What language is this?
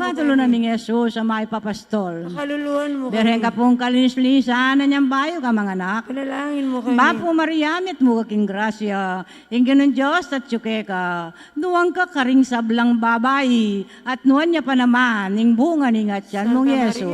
Pampanga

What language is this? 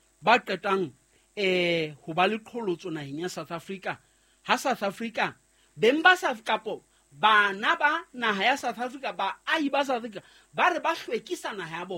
Southern Sotho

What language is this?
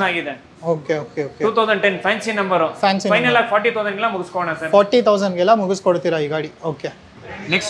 Kannada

